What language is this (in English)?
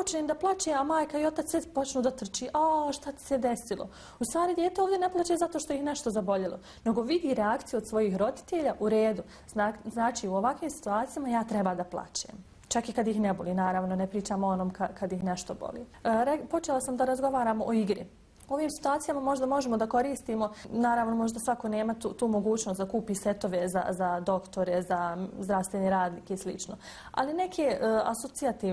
Bosnian